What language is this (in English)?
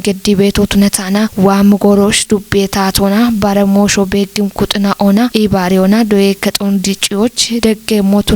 Kafa